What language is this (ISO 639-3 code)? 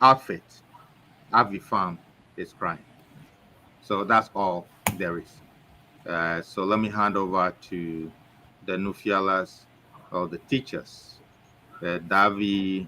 ewe